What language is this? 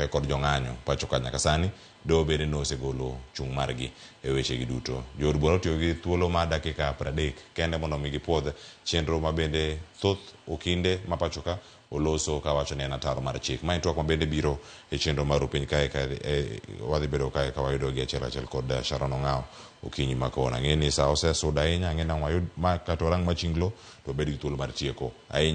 Luo (Kenya and Tanzania)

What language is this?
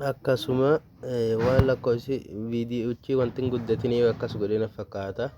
Oromo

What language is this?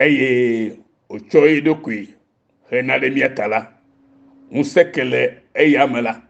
Ewe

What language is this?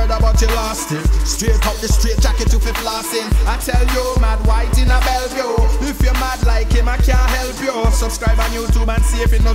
Jamaican Creole English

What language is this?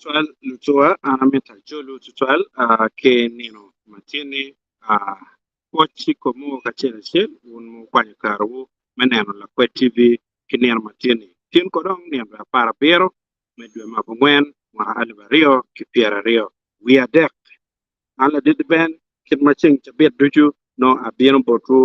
Acoli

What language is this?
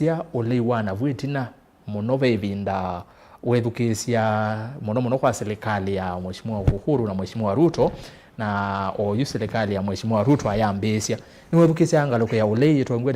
Kamba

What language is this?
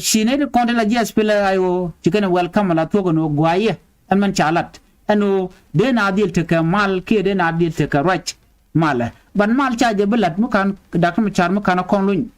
Nuer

